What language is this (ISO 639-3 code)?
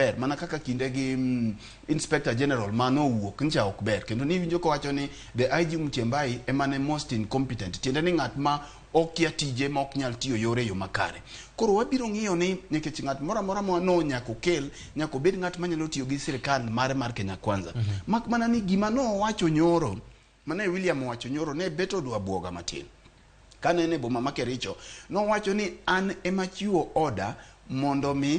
luo